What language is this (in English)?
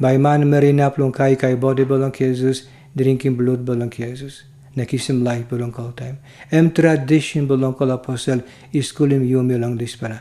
Tok Pisin